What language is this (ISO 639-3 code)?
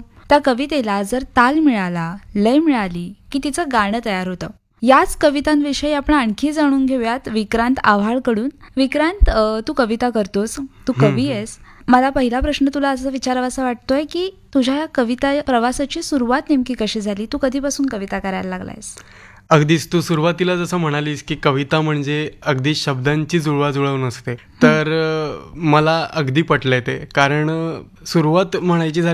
mar